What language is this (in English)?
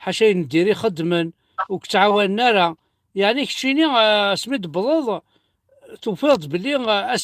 Kabyle